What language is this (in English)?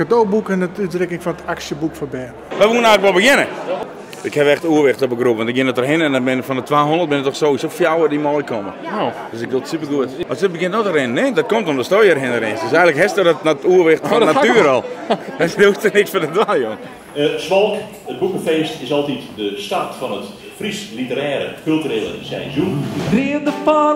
Western Frisian